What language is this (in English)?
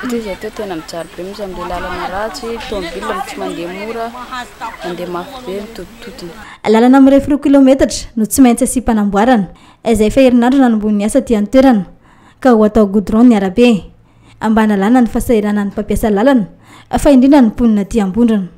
Malagasy